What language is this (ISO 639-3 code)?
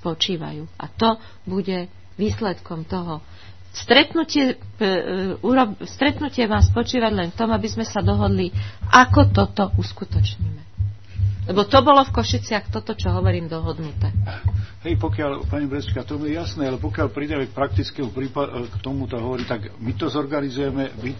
slk